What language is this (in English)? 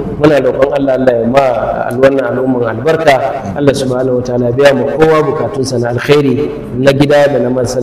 Hausa